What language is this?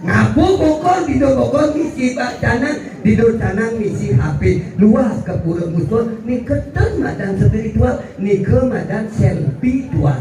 Balinese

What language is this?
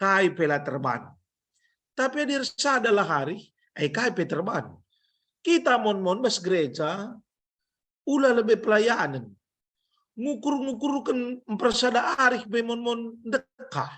Batak Karo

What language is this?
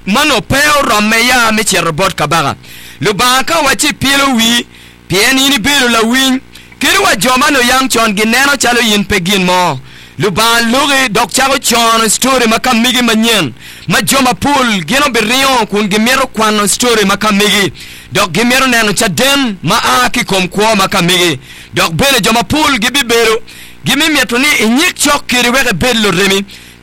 Acoli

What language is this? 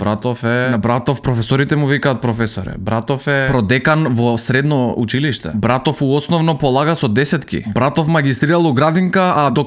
Macedonian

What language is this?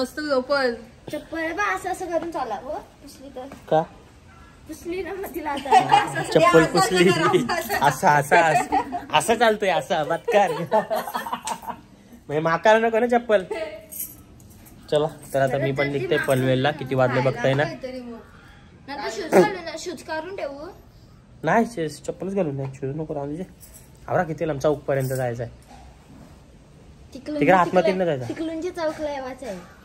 Marathi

